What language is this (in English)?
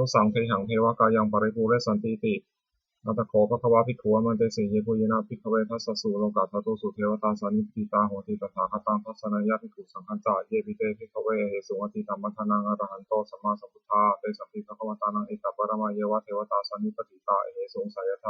Pali